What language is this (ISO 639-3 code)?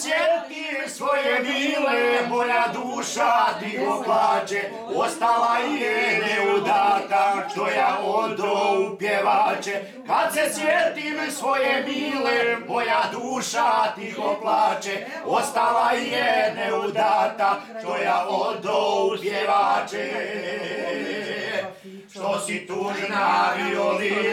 hrv